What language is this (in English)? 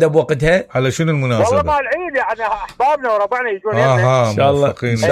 Mesopotamian Arabic